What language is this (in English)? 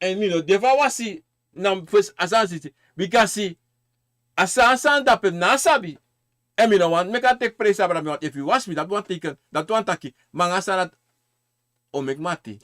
Sranan Tongo